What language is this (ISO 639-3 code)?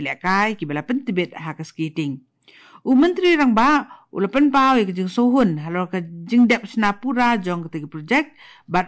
kha